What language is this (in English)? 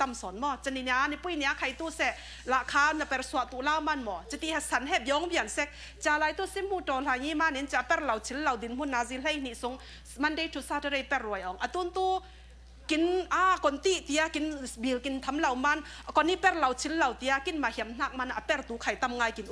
Falam Chin